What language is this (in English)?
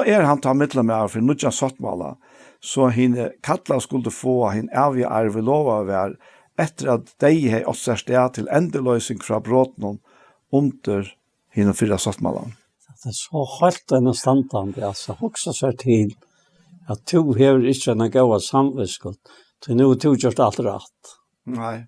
Faroese